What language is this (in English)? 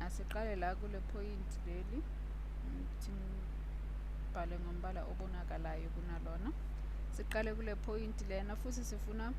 Zulu